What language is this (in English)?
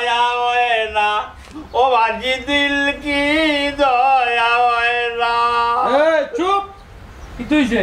Sylheti